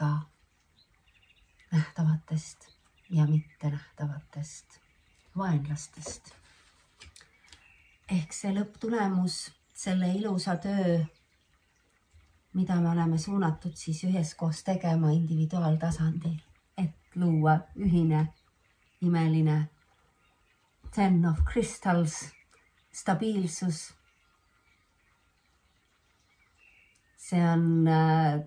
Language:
Estonian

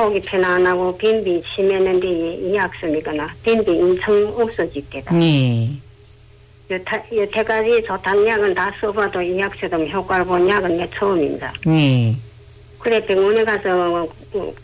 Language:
Korean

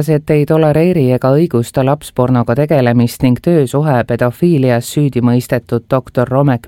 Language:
Estonian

